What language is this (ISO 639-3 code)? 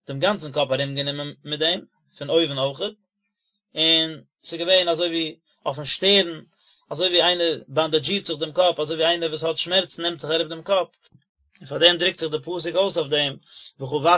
yid